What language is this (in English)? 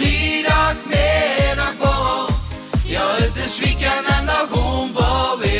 Limburgish